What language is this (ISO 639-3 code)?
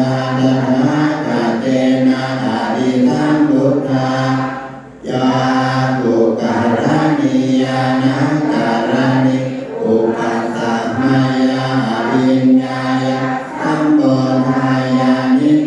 pli